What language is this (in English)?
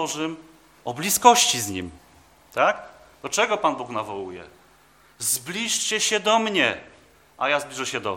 Polish